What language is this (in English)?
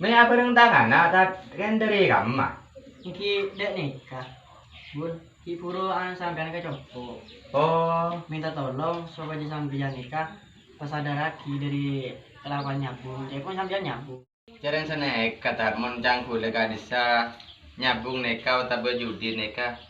Madurese